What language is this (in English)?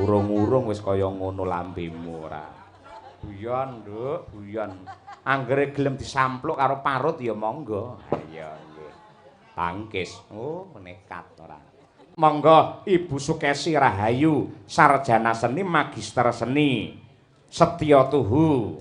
Javanese